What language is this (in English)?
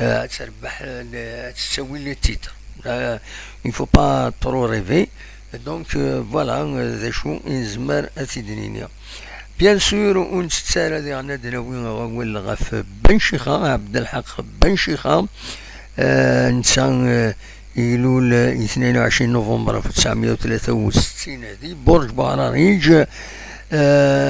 Kabyle